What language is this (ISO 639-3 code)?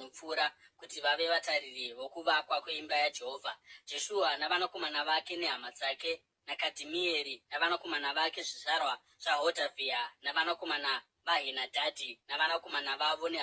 sna